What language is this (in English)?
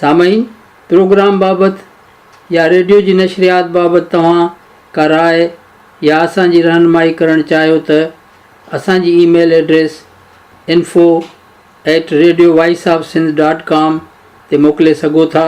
Sindhi